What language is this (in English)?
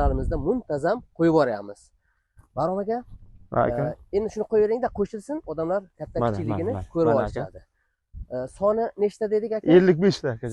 Uzbek